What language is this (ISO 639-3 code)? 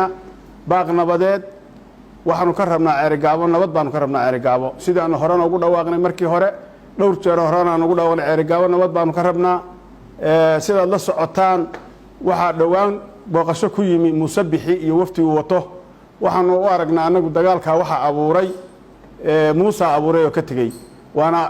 som